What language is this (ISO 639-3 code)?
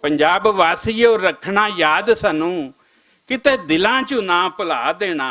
lah